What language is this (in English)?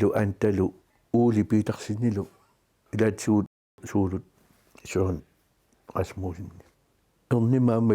Kalaallisut